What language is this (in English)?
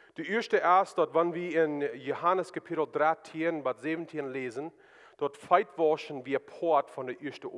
Plautdietsch